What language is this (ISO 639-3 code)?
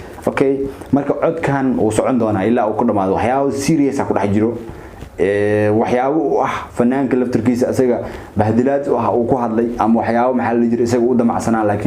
som